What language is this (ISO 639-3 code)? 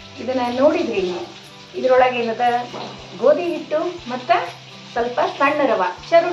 kan